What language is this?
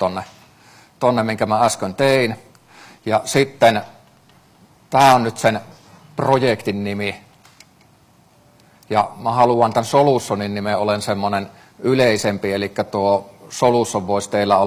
Finnish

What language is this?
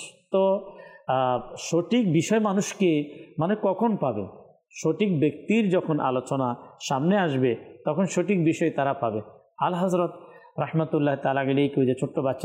Bangla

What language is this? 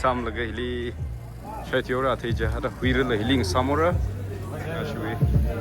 Tangkhul Naga (India)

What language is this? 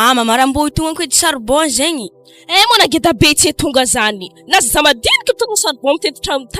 Malagasy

